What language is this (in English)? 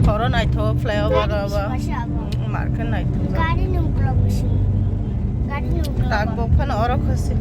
Kok Borok